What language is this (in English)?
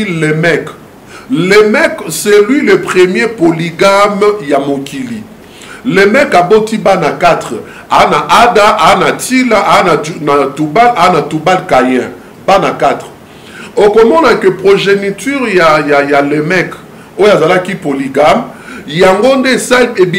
Lingala